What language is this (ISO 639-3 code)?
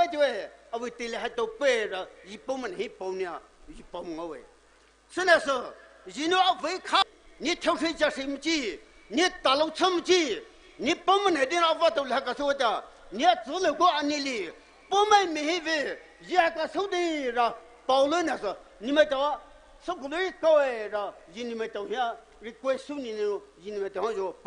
pmx